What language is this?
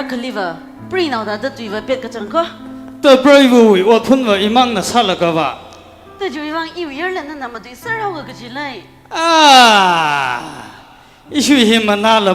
Tangkhul Naga (India)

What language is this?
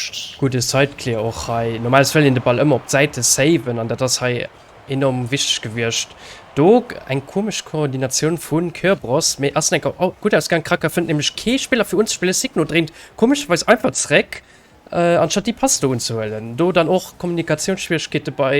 Luxembourgish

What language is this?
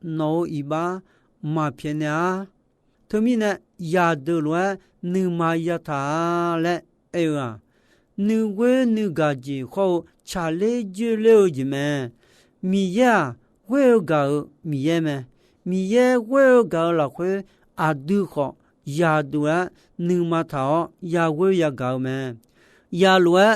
Akha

